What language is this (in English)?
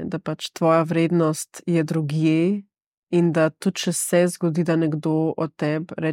Slovenian